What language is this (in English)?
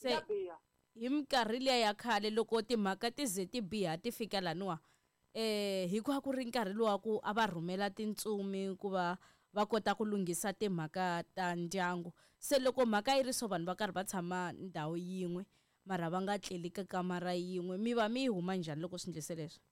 Tsonga